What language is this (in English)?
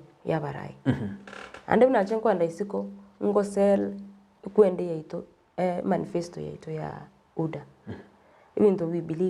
Gusii